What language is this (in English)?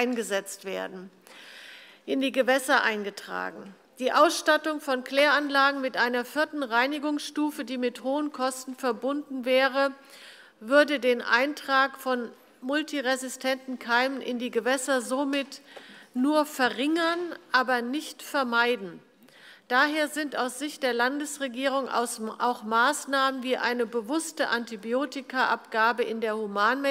German